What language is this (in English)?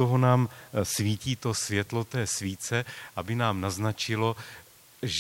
Czech